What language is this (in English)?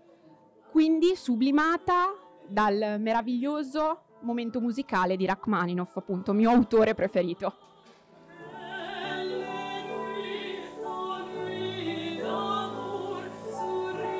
Italian